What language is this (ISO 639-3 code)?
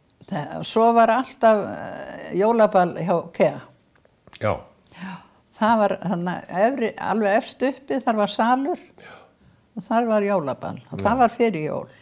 isl